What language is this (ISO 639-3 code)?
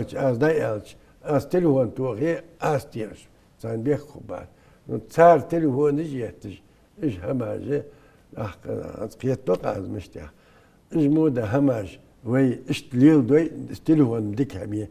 inh